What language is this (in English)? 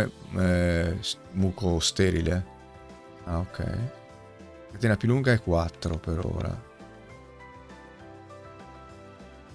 Italian